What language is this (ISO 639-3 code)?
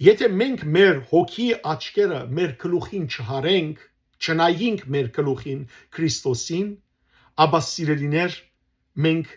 hyw